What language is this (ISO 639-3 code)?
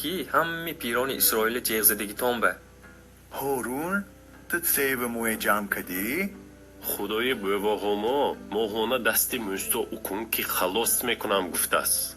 tgk